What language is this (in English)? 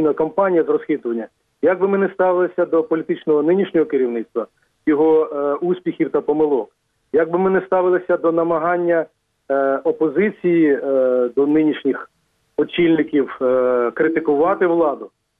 Ukrainian